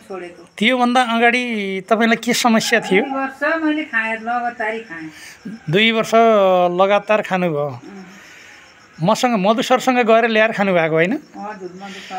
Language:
Nepali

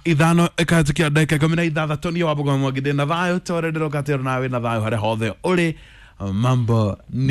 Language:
Kikuyu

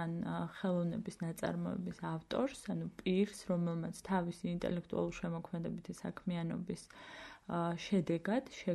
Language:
Georgian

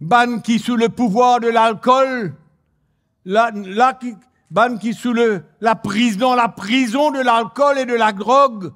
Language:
Morisyen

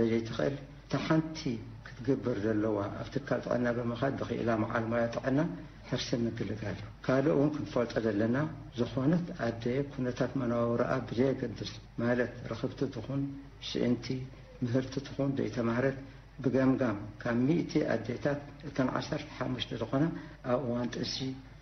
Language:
Tigrinya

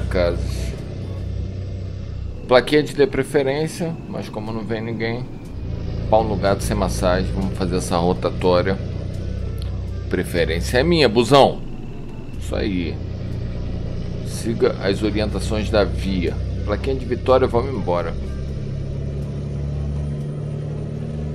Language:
Portuguese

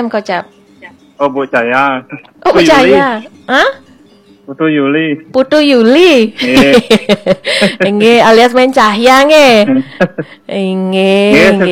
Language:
Balinese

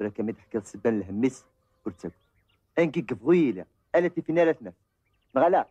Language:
Kabyle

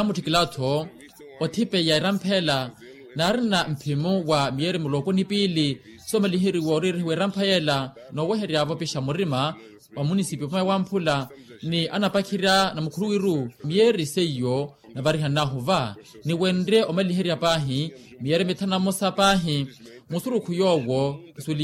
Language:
Makhuwa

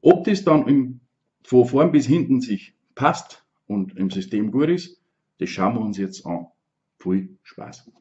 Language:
Bavarian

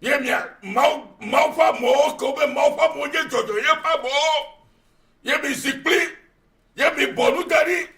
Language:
Ewe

